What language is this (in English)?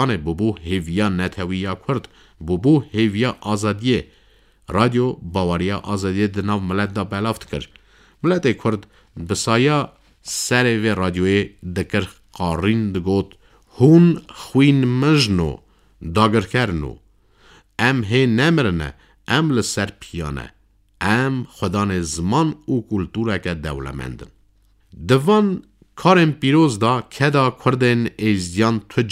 Kurdish